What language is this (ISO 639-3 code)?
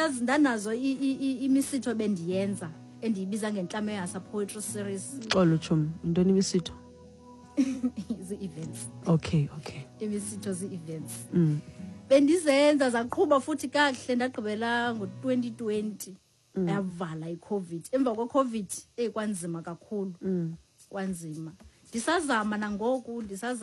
xho